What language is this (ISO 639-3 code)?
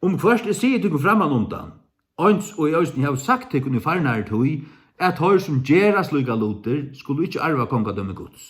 fao